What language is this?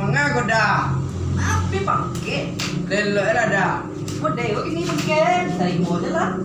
Minangkabau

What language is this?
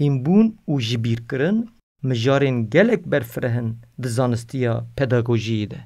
Kurdish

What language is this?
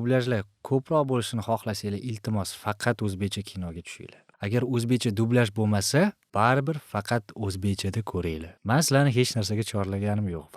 Uzbek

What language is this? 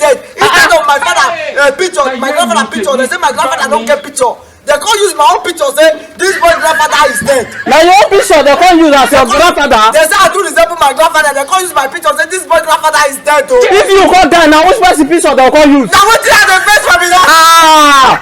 Nigerian Pidgin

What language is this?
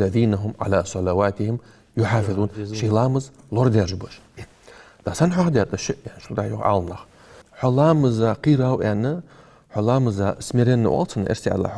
Ingush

